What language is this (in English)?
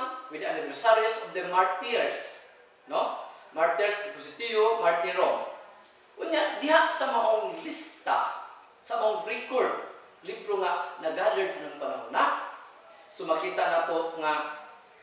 Cebuano